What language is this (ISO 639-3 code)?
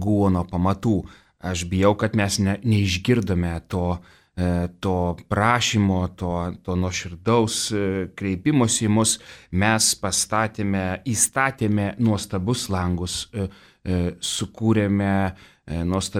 lit